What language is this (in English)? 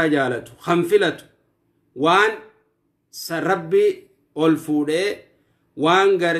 Oromo